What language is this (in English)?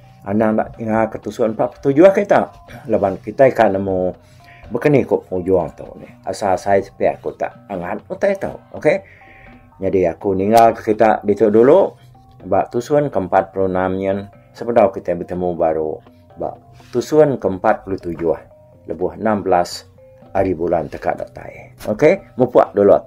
Iban